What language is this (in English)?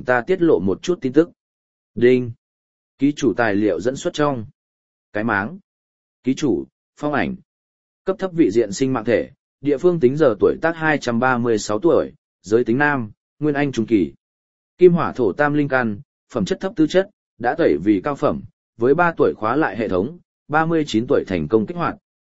Vietnamese